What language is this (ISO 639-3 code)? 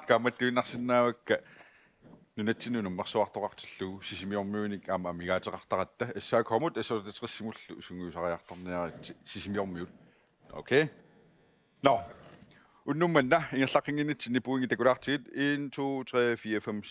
kal